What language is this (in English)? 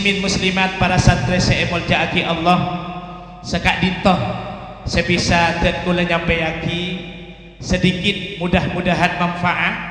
Madurese